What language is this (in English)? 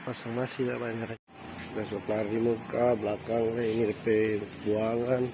Manado Malay